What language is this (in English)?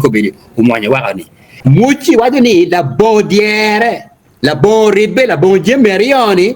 Acoli